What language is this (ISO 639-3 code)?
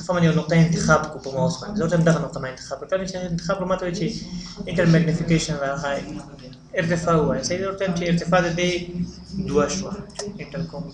pus